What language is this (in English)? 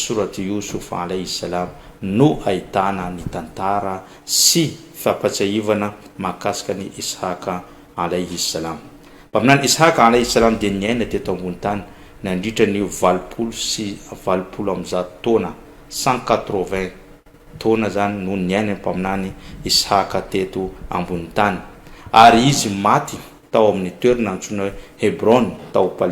Malagasy